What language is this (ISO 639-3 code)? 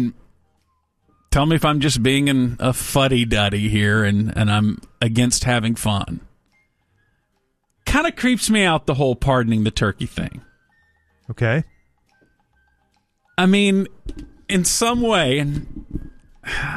eng